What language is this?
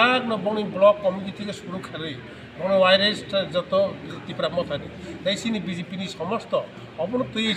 Kok Borok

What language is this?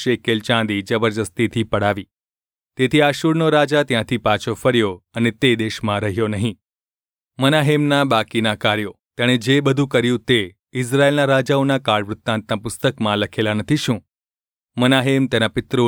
Gujarati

